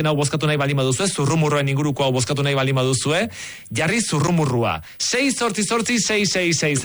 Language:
Basque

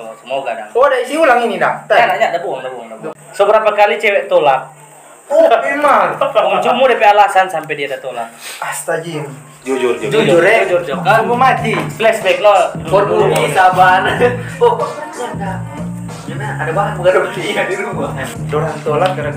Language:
Manado Malay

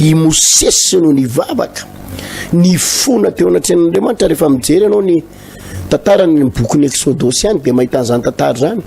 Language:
Malagasy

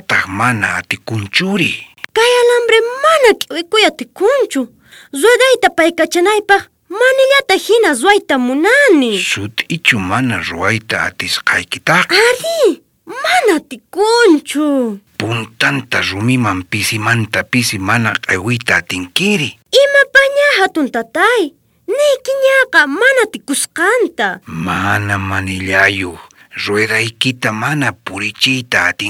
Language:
South Bolivian Quechua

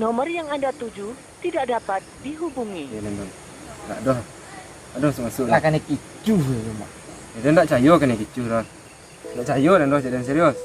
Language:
Minangkabau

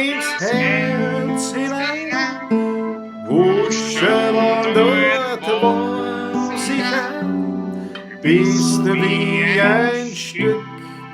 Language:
Bavarian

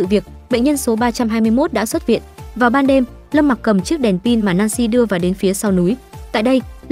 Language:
Vietnamese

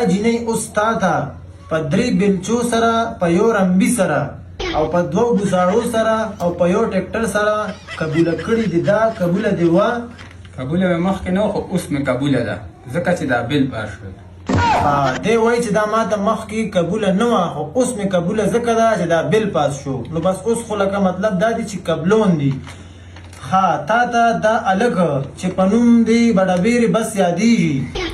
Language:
Pashto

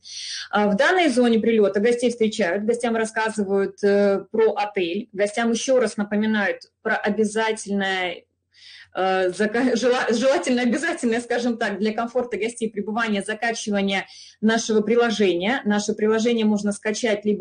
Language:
Russian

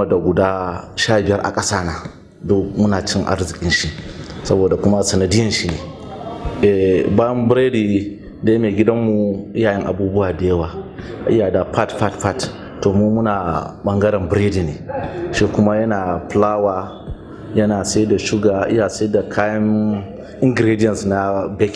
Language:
Hausa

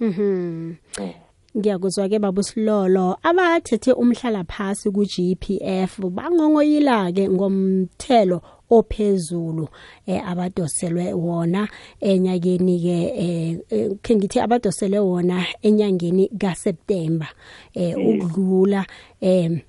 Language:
South Ndebele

